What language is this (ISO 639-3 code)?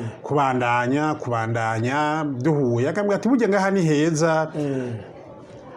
run